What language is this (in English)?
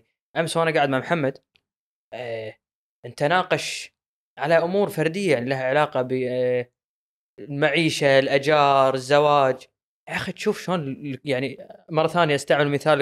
Gulf Arabic